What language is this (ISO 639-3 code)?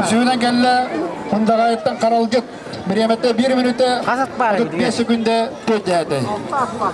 sah